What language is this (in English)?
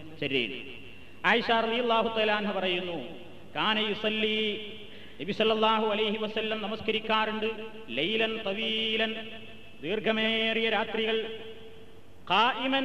Malayalam